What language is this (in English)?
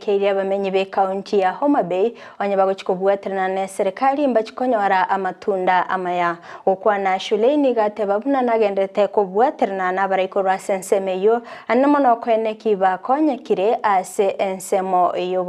Gusii